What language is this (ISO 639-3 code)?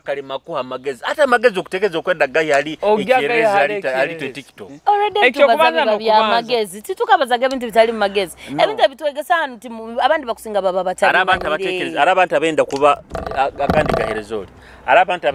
nyo